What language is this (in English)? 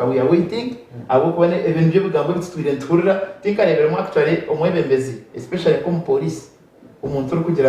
Nyankole